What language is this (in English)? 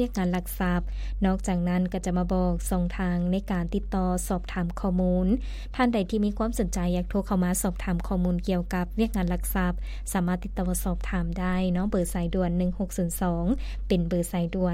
Lao